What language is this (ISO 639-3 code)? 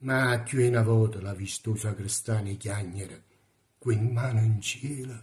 nap